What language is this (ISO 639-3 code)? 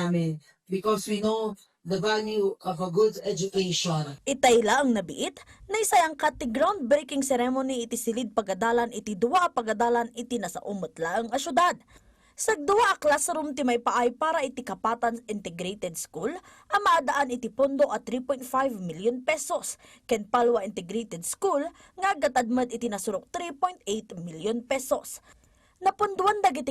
ilo